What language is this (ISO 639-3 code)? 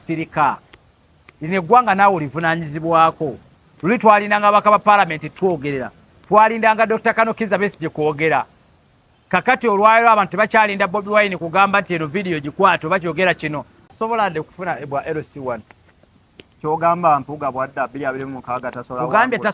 lug